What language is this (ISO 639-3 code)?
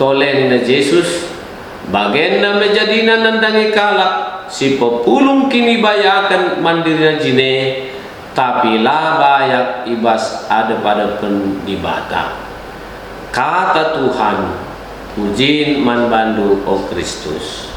btx